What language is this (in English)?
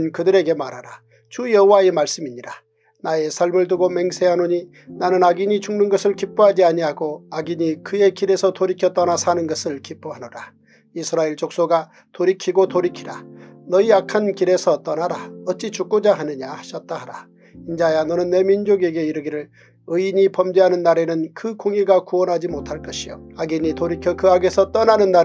Korean